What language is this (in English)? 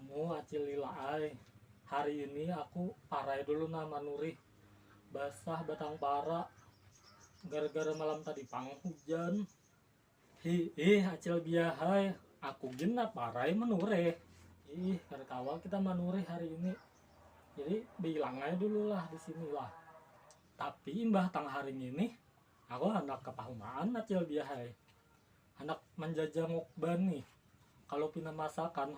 Banjar